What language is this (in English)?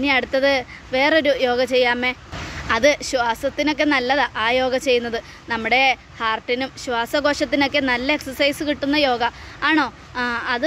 Malayalam